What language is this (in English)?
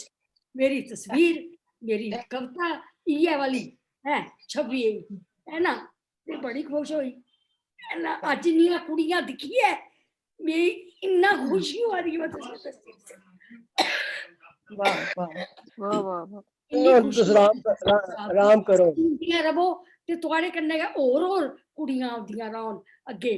Dogri